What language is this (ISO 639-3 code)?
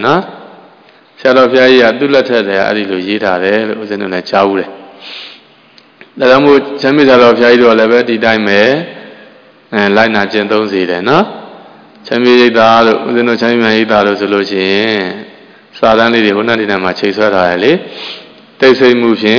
mya